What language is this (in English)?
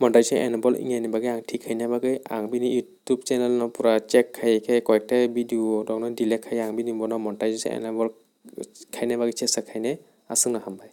Kok Borok